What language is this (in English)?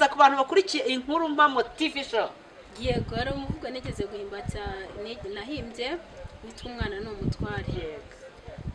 Kinyarwanda